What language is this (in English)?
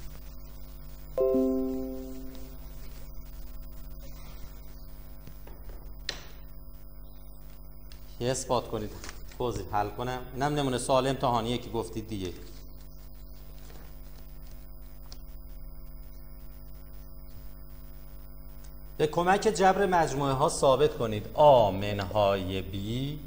Persian